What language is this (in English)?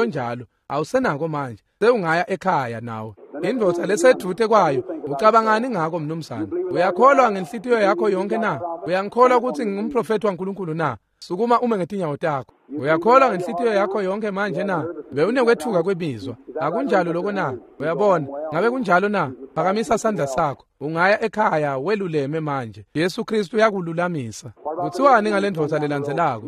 Swati